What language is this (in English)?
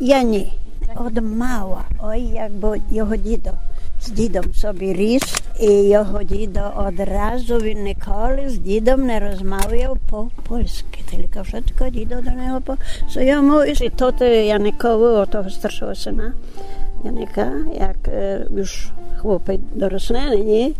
Rusyn